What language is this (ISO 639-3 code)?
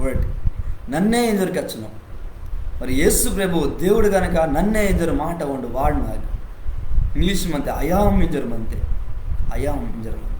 kff